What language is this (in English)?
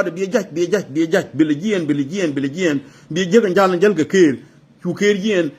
Nuer